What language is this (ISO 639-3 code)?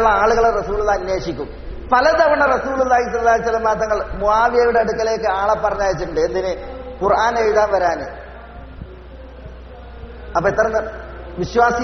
mal